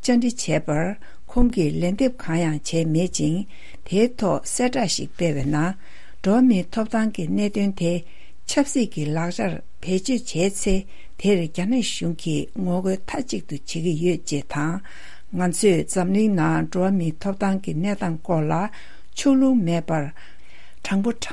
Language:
Tibetan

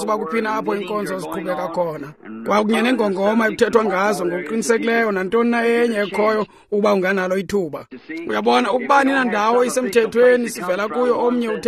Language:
Xhosa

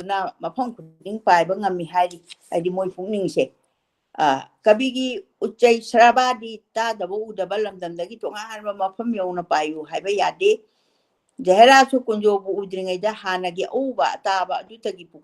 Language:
Manipuri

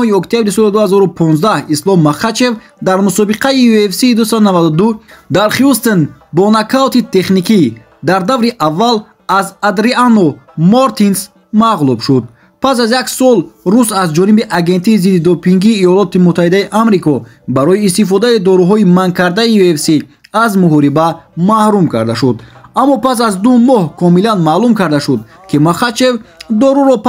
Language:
Tajik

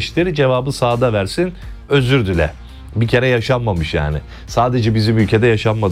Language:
Turkish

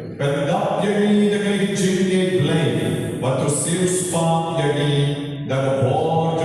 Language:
Khasi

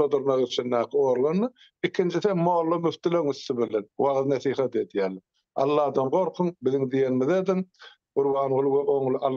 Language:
Turkmen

